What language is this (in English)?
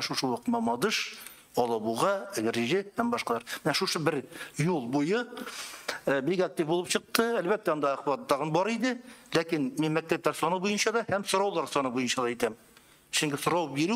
Tatar